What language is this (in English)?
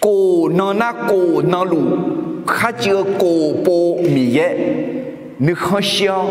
Akha